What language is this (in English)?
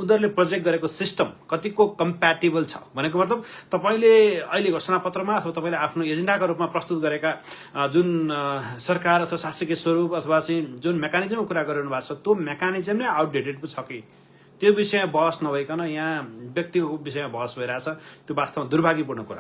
Nepali